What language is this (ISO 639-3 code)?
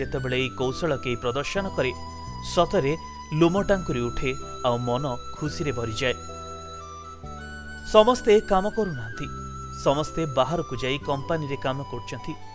ori